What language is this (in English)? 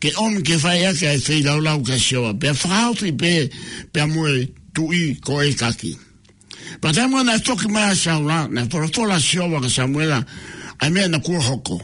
Tongan